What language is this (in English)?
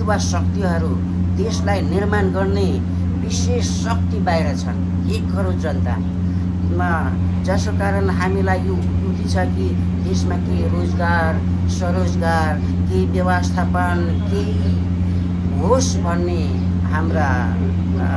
Nepali